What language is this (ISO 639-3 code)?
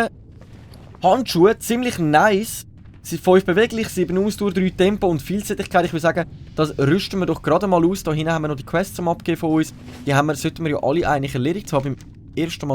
gsw